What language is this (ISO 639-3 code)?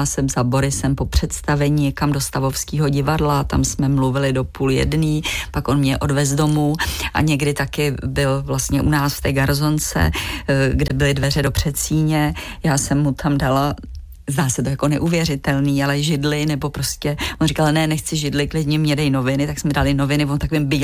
ces